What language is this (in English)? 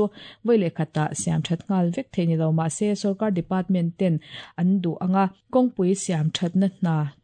Mizo